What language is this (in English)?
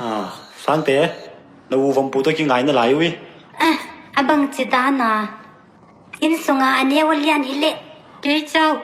Tedim Chin